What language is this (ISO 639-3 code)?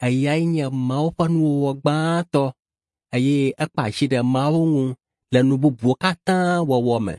ewe